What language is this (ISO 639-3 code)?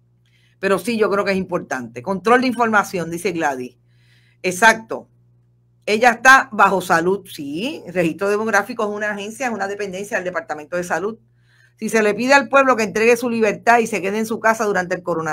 spa